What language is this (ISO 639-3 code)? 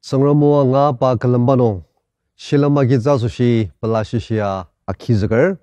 njo